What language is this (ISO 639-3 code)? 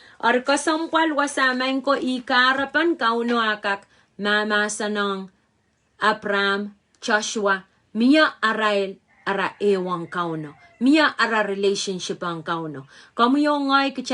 pon